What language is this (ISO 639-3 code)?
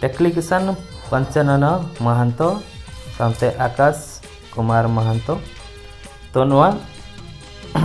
sat